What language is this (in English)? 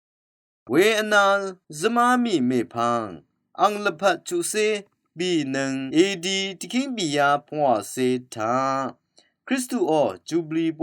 Rawang